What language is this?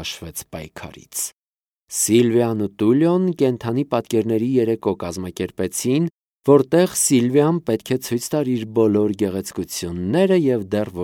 Armenian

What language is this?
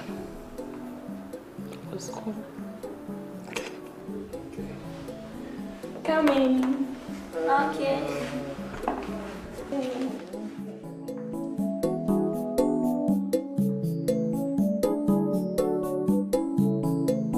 Swahili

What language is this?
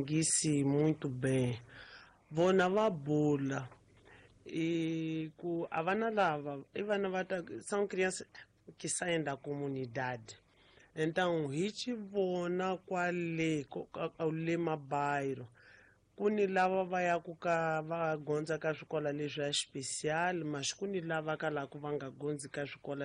Tsonga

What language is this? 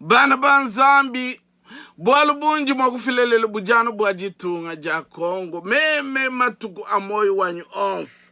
Luba-Lulua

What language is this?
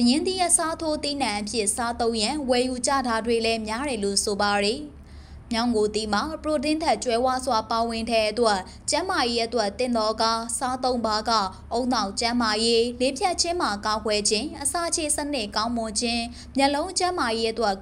Burmese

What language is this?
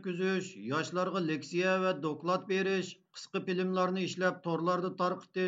Uyghur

